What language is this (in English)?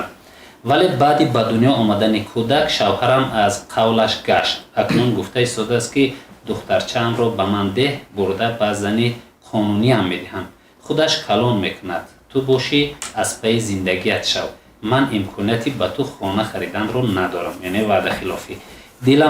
Tajik